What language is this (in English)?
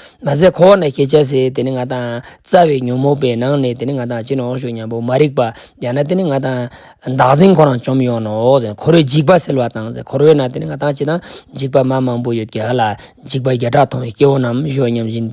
Ladakhi